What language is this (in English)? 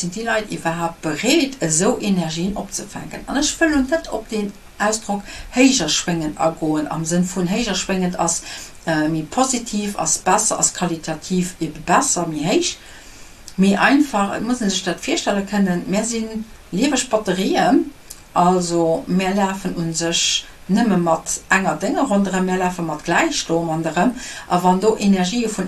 Luxembourgish